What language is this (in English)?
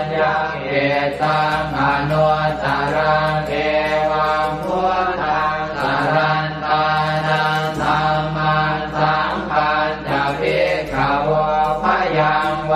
Pali